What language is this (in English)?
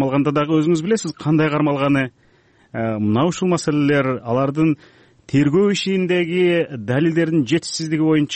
Kyrgyz